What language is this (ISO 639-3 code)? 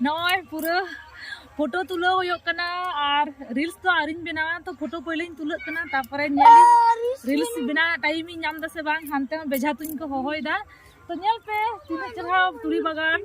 sat